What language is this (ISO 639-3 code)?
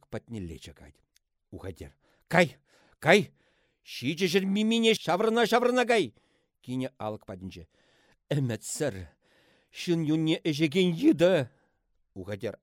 chv